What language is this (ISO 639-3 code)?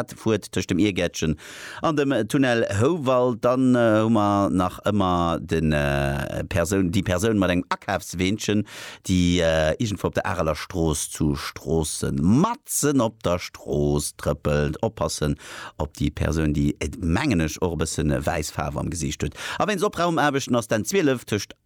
ltz